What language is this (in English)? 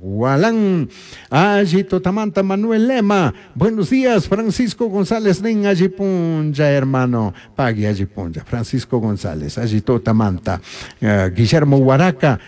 Chimborazo Highland Quichua